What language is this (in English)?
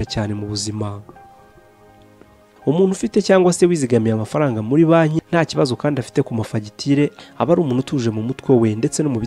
Kinyarwanda